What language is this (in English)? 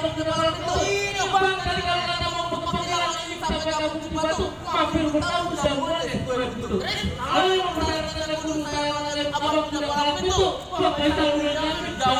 Betawi